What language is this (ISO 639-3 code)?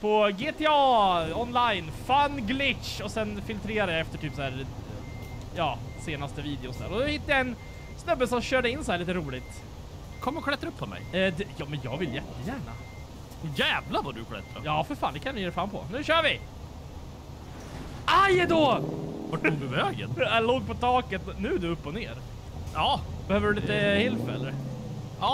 swe